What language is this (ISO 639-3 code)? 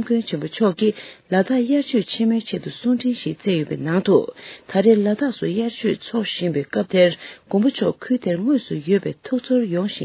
bod